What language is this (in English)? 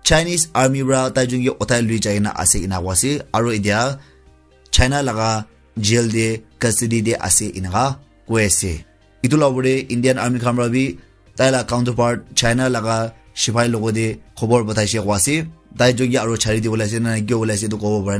Naga Pidgin